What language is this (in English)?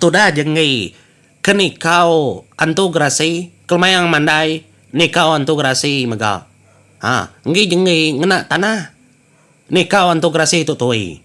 Iban